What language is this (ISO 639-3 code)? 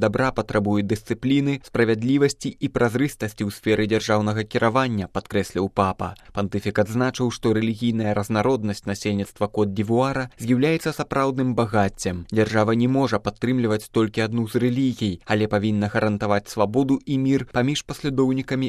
bel